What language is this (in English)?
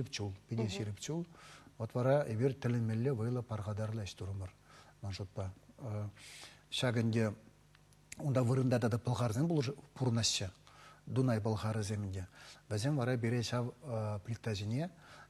Chuvash